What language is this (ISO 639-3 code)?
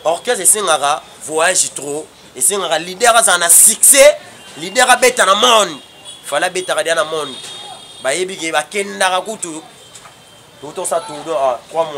lin